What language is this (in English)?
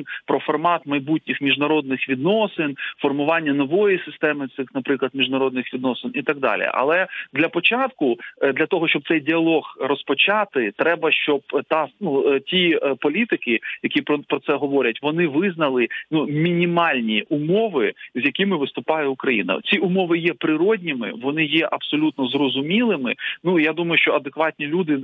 Ukrainian